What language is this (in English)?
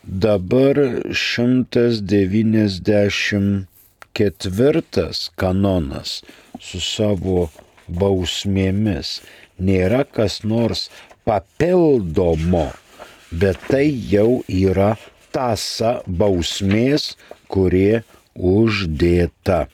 Lithuanian